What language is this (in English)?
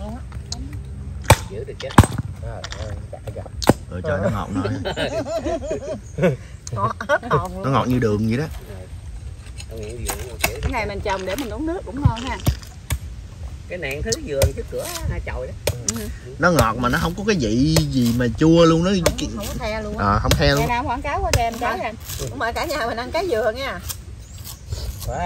Vietnamese